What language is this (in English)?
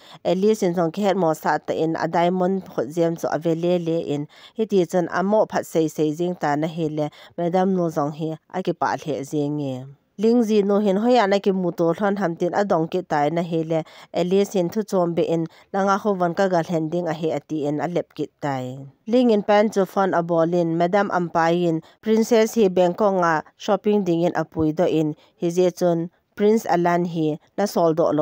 Thado Chin